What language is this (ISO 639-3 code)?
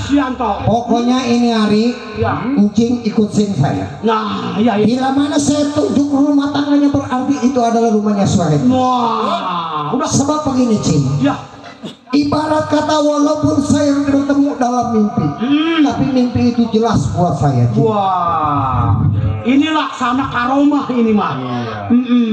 bew